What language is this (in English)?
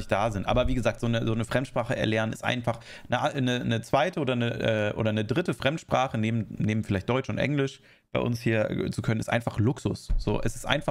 German